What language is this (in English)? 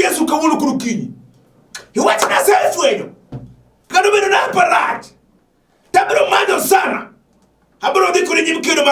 Luo (Kenya and Tanzania)